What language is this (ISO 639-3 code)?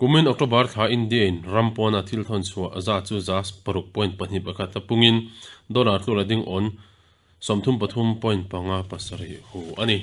lus